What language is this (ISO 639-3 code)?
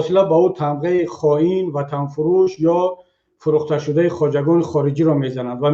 tgk